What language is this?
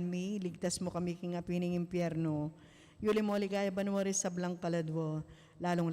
Pampanga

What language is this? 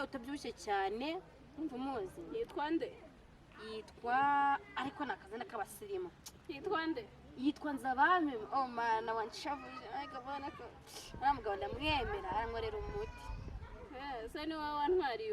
Kinyarwanda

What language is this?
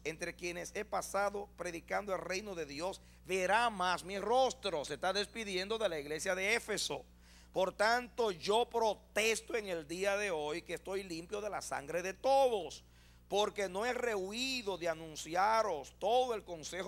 Spanish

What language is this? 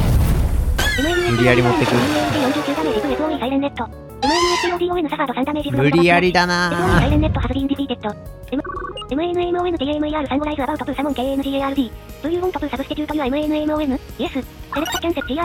Japanese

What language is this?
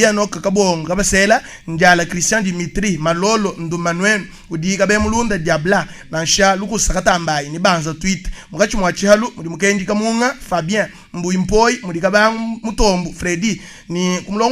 Luba-Lulua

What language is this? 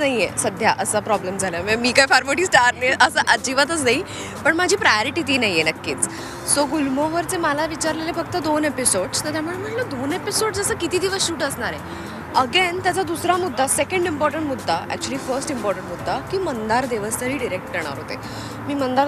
Marathi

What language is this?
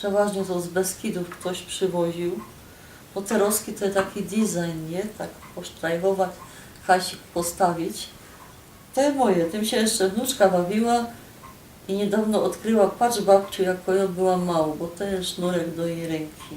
Silesian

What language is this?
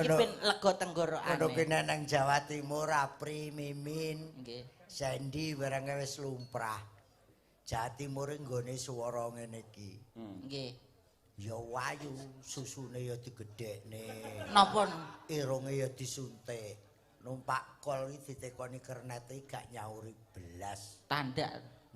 Javanese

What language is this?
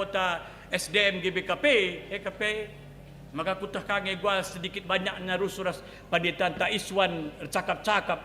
Batak Karo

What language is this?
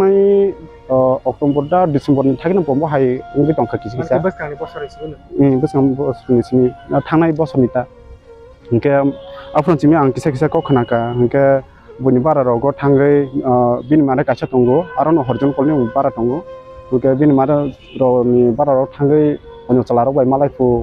Kok Borok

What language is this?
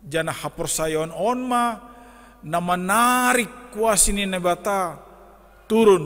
Batak Simalungun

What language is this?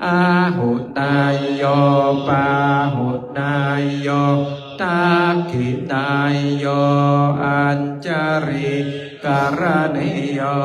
Pali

